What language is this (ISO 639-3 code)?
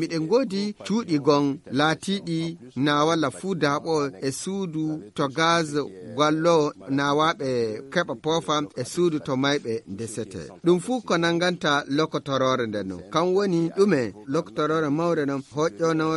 ful